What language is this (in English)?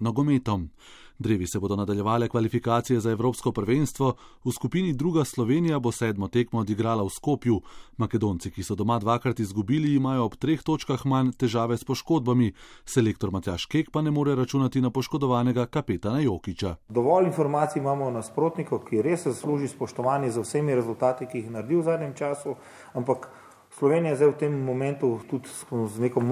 Slovenian